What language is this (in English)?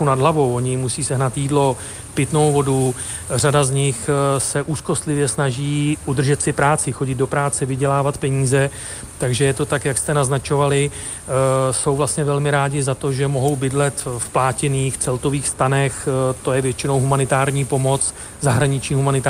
Czech